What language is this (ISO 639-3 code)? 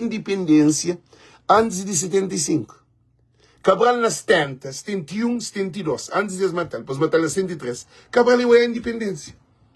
kea